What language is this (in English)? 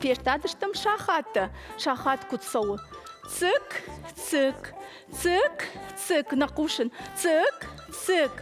Ossetic